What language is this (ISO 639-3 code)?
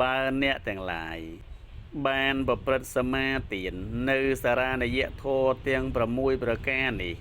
khm